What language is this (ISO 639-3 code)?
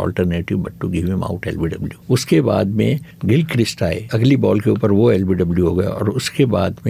hin